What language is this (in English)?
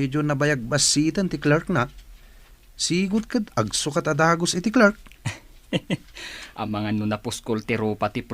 Iloko